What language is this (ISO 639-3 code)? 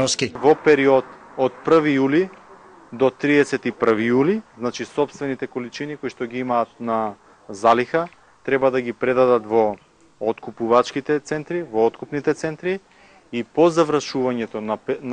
mkd